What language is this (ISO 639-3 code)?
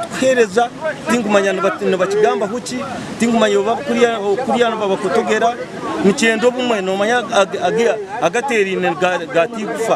nyn